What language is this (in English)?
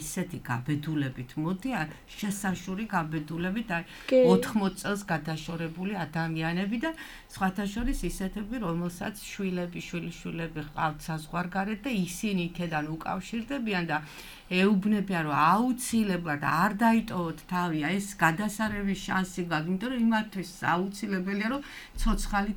Georgian